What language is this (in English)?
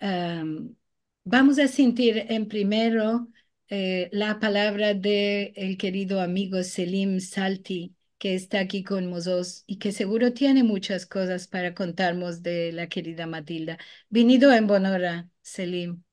Ladino